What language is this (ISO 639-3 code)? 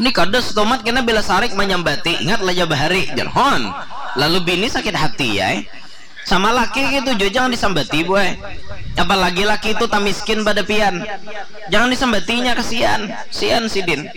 bjn